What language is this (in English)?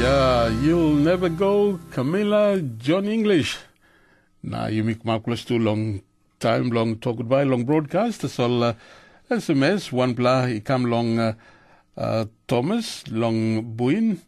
Tok Pisin